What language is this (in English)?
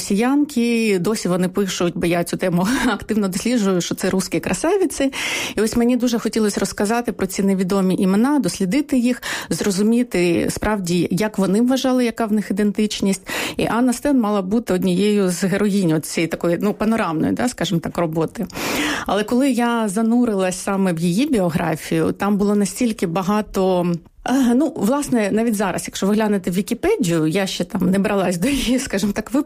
Ukrainian